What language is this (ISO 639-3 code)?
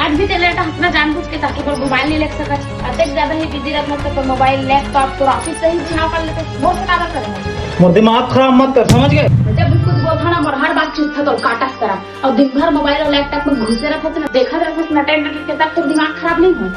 hne